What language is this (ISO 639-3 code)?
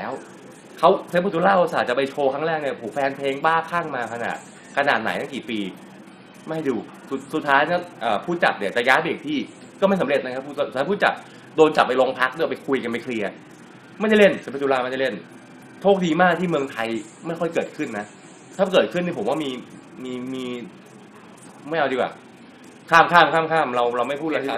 tha